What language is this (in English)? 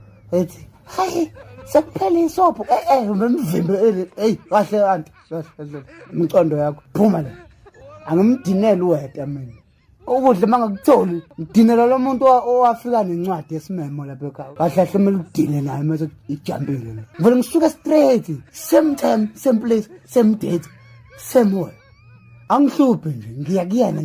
Zulu